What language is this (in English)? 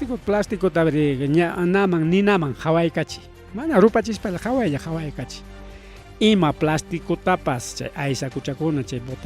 Ayacucho Quechua